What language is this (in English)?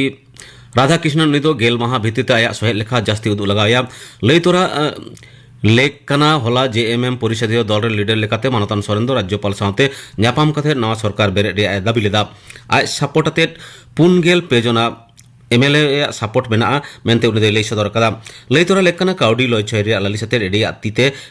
Santali